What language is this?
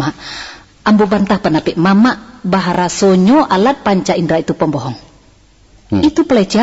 Minangkabau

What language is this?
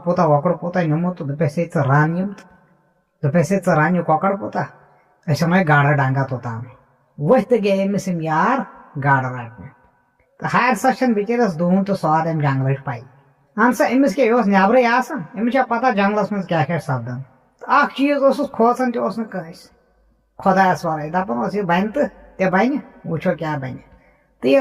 Kashmiri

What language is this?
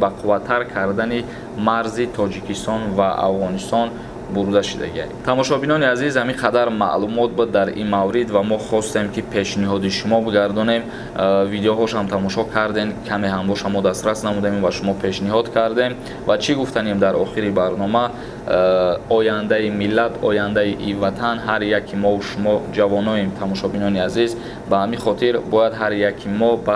Tajik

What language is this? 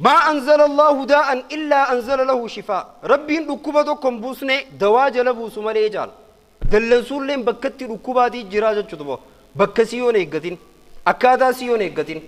Oromo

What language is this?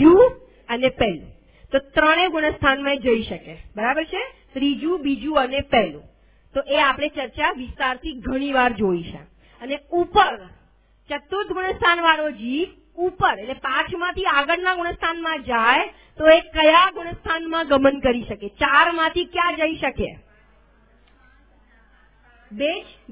Gujarati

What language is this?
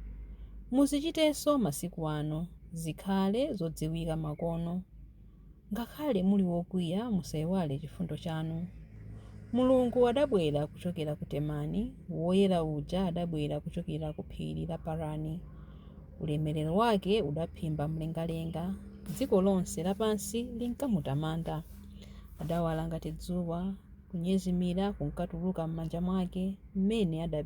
Nyanja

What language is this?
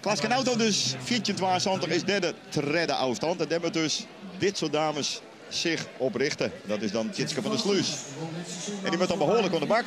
Western Frisian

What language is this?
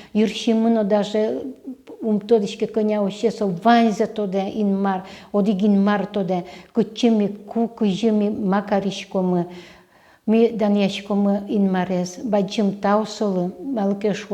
Udmurt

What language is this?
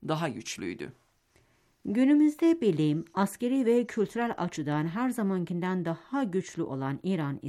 Turkish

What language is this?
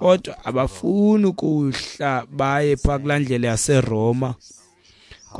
Xhosa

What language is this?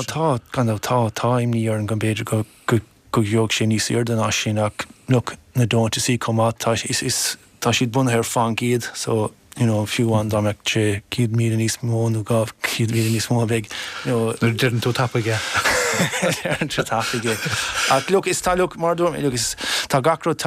Irish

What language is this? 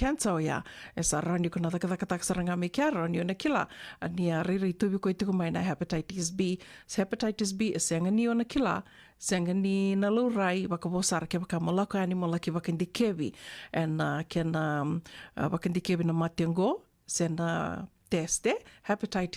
Fijian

